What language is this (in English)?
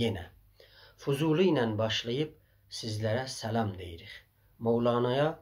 South Azerbaijani